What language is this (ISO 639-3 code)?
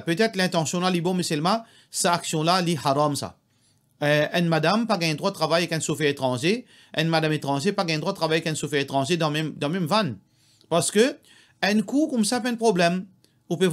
mfe